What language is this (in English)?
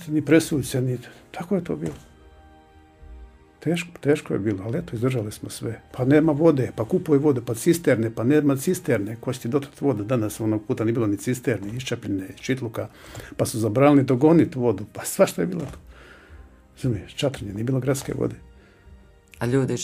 Croatian